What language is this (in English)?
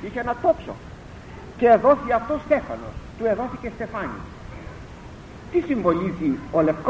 Greek